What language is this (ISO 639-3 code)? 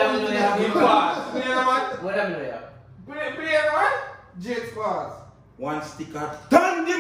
jam